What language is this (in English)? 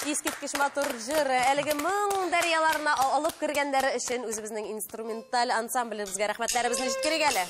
Tatar